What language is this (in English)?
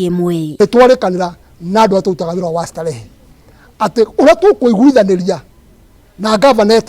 Kikuyu